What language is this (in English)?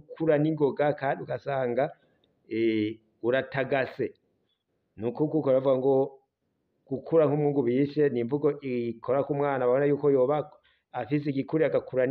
Rundi